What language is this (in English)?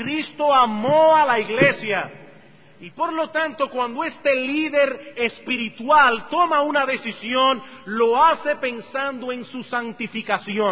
Spanish